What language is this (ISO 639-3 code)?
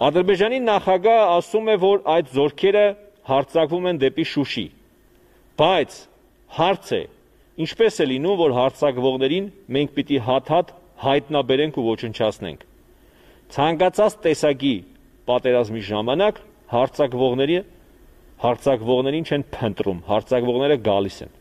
hye